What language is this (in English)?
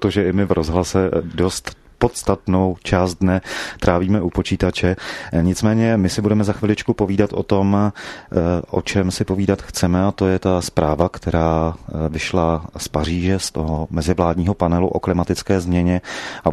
Czech